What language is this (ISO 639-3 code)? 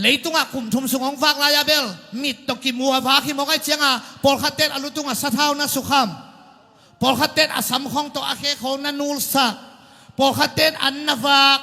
ctd